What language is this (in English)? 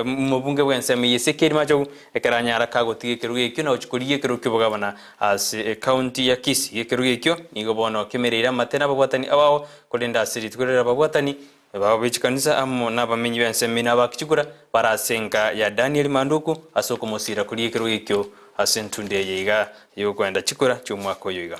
Gusii